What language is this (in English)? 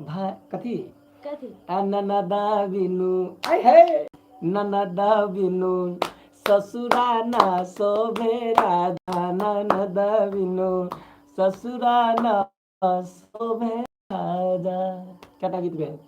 Maithili